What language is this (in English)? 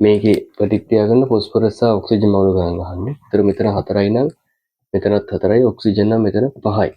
Sinhala